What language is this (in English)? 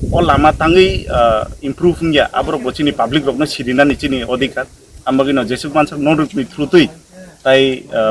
Kok Borok